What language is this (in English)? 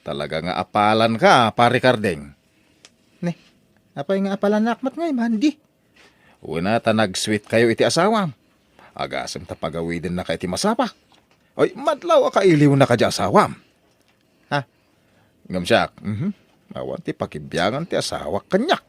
Iloko